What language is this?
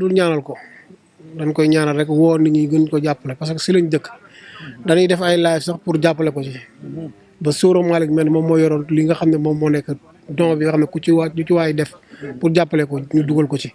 Wolof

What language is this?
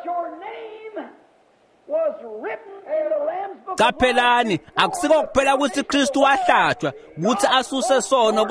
Swati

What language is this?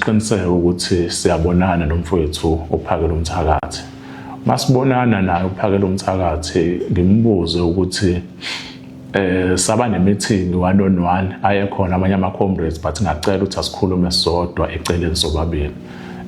Zulu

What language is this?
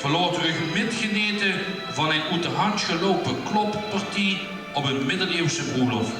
Limburgish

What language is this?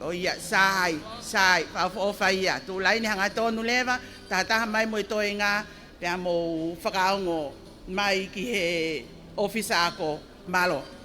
Tongan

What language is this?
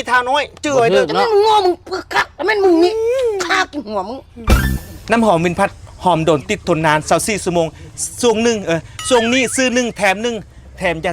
Northeastern Thai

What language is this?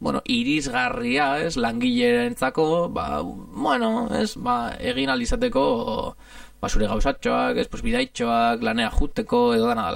Basque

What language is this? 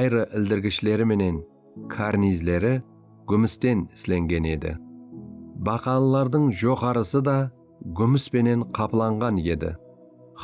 Kara-Kalpak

